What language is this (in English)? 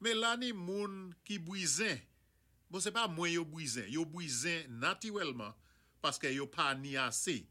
Saint Lucian Creole French